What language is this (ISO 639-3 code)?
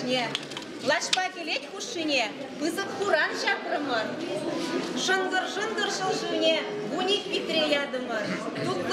chv